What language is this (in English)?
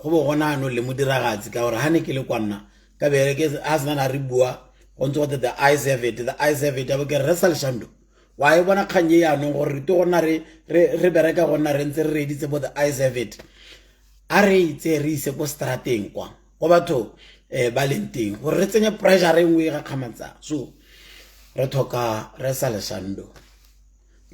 Tswana